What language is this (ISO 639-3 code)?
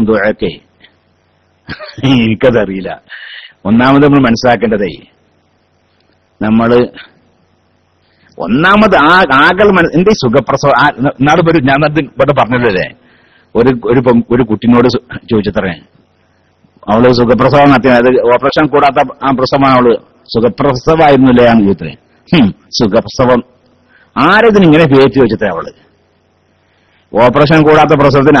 mal